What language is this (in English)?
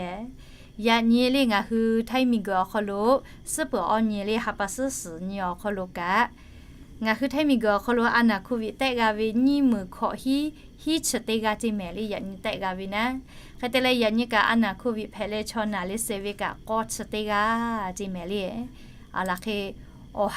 Lahu